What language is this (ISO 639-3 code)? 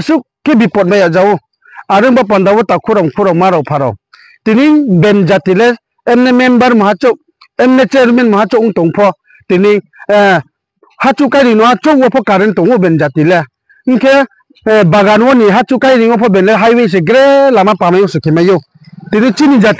ria